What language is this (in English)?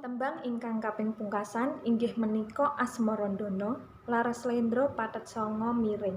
Javanese